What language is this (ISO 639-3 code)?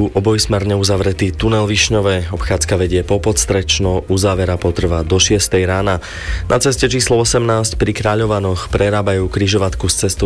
slk